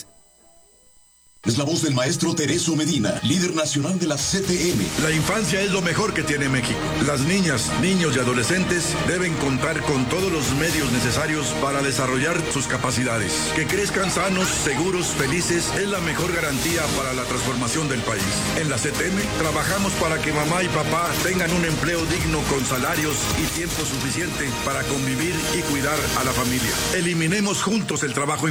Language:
Spanish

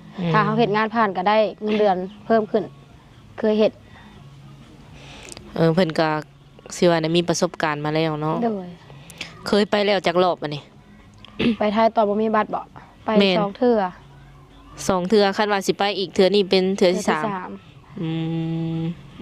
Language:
Lao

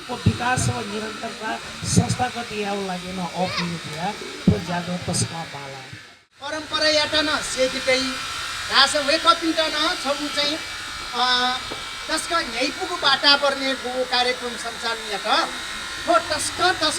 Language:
Newari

